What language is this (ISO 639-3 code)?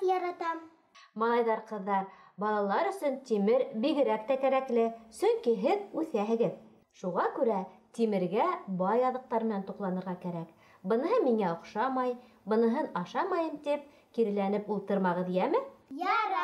bak